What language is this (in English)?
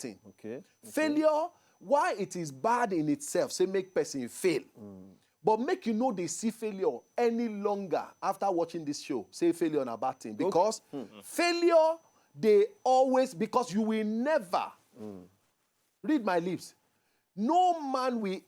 Nigerian Pidgin